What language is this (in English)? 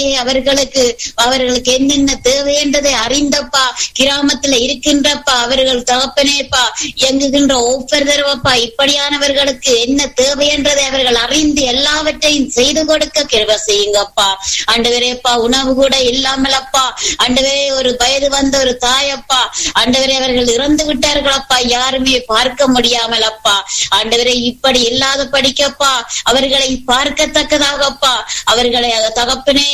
Tamil